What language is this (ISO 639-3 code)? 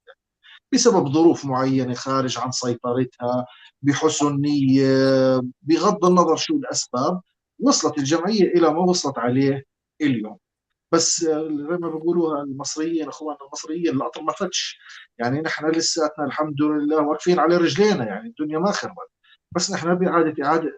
apc